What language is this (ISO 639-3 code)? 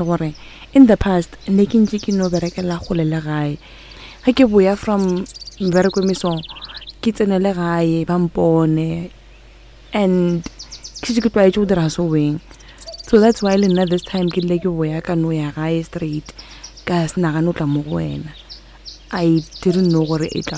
nso